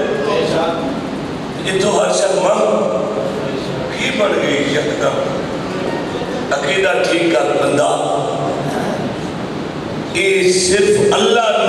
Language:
Urdu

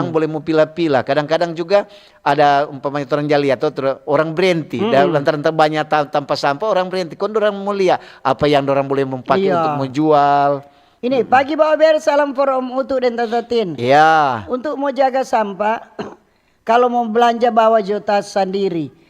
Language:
Manado Malay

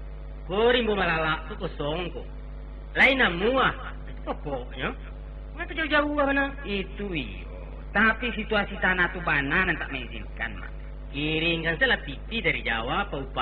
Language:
Minangkabau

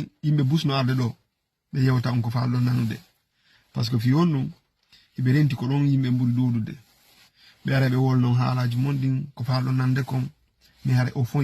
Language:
Fula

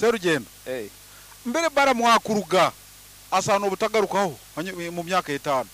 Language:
Nyoro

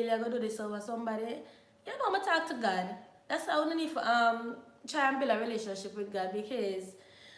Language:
Jamaican Creole English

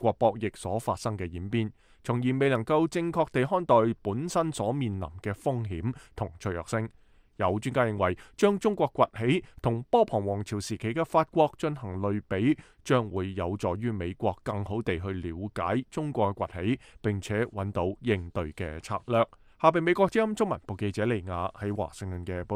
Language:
Cantonese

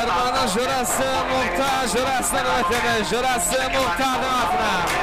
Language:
Kara-Kalpak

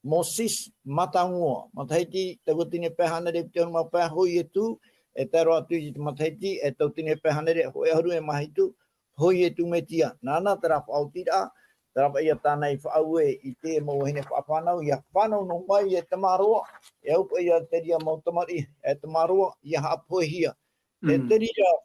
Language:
Tahitian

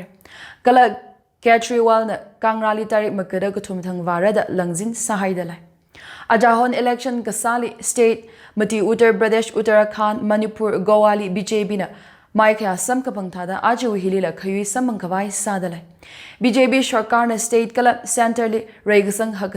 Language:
Tangkhul Naga (India)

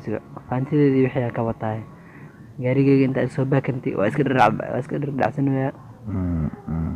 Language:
Somali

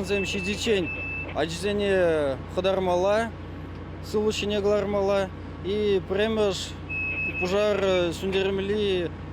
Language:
Chuvash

